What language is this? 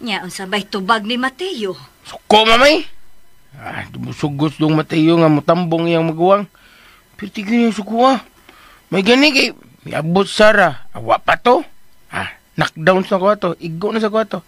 Cebuano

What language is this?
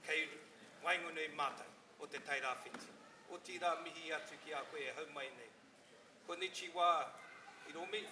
Māori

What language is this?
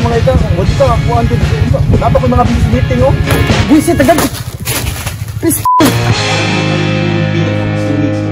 Cebuano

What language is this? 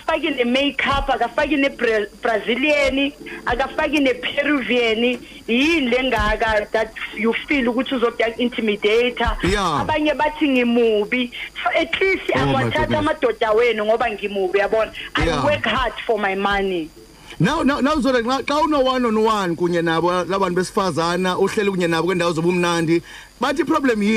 Xhosa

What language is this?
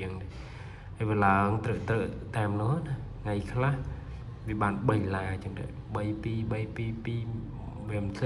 Khmer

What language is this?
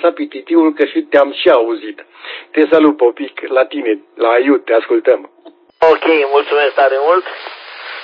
Romanian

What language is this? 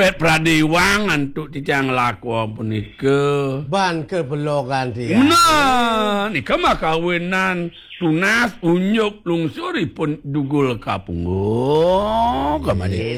Balinese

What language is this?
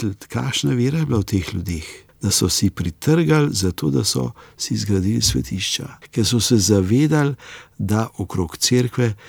Slovenian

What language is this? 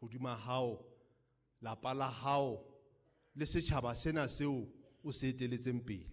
Southern Sotho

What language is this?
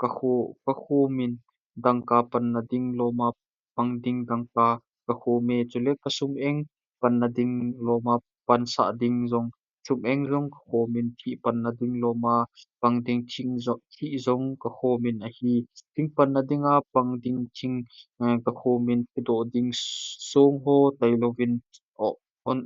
Thado Chin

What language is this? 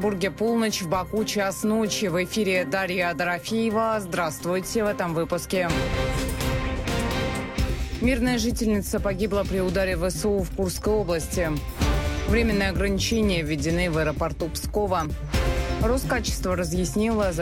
Russian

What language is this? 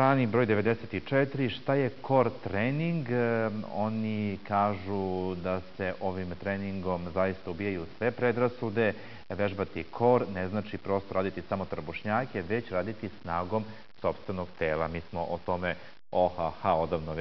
Serbian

